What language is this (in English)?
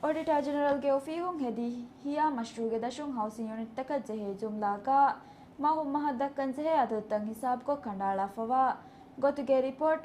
Divehi